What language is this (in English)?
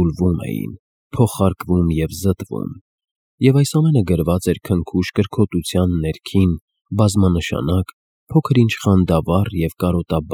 Armenian